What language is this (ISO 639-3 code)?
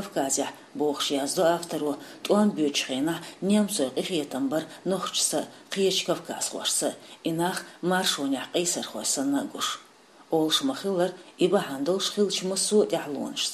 che